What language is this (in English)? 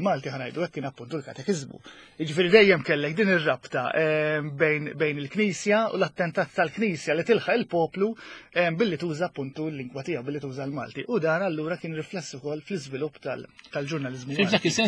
Maltese